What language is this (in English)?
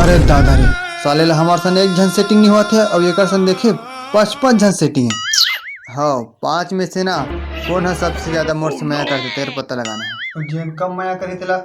Chhattisgarhi